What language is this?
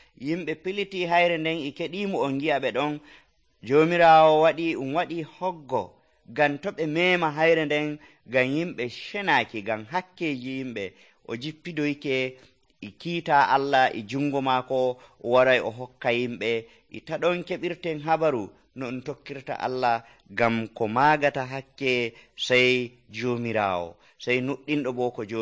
Nigerian Fulfulde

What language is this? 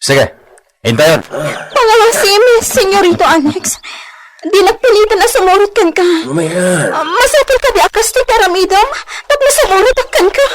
Iloko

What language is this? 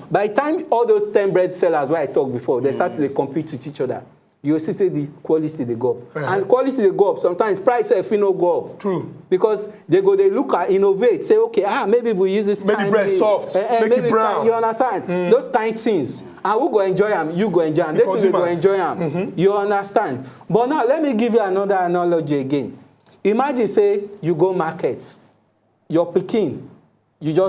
Nigerian Pidgin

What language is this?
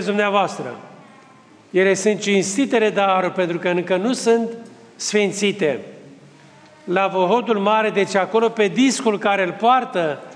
Romanian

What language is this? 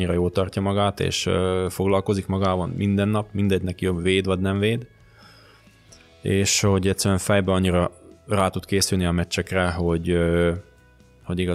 Hungarian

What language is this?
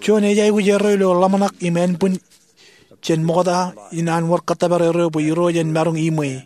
Marshallese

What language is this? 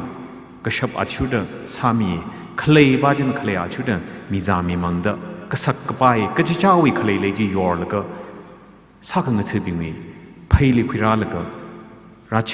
Tangkhul Naga (India)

